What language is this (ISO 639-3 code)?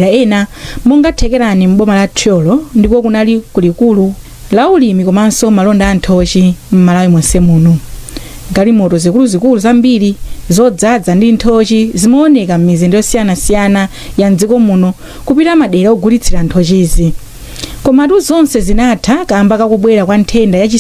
nya